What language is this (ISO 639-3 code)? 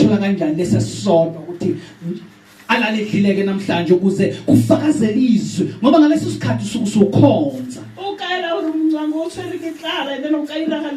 zul